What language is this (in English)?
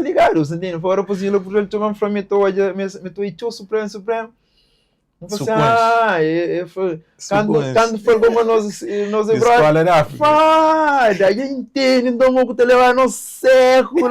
Kabuverdianu